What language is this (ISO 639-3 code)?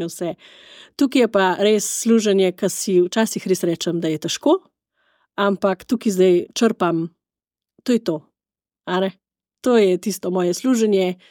slv